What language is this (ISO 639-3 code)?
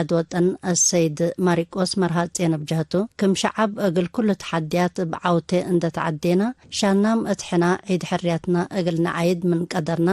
tig